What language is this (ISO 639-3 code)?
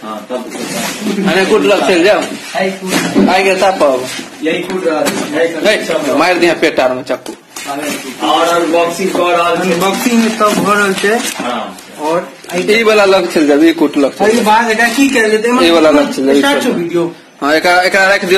mai